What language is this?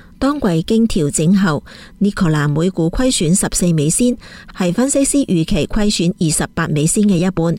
Cantonese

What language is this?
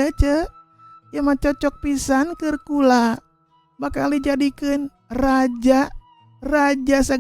Sundanese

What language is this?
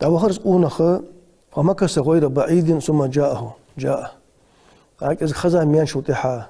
Ingush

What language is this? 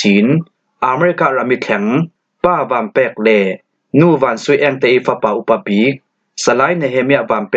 Falam Chin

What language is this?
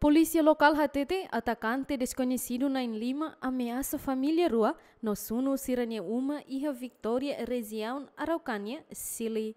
Tetum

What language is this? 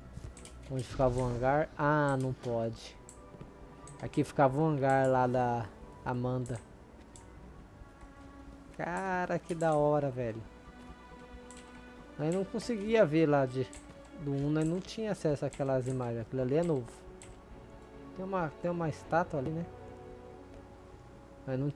Portuguese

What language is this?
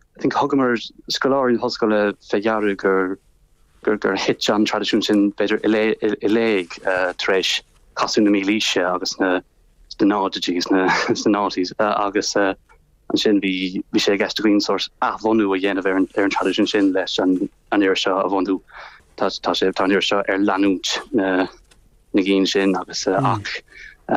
Irish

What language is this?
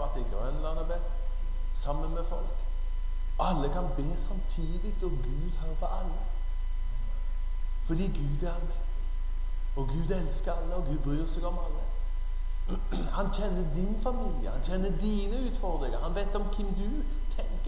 Norwegian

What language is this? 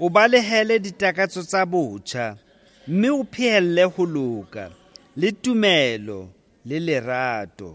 Southern Sotho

